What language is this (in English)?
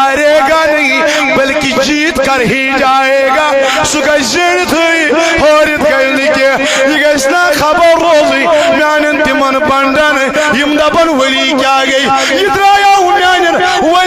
Kashmiri